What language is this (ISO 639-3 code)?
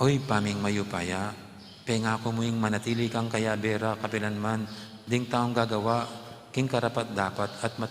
pam